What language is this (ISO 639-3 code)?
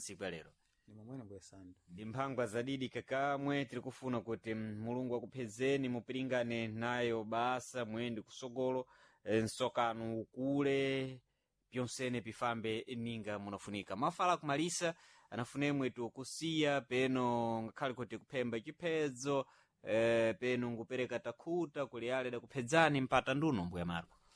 seh